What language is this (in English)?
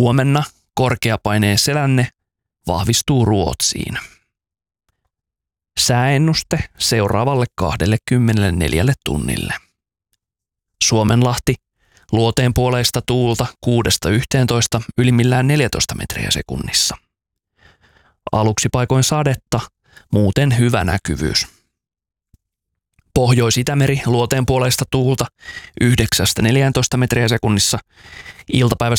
Finnish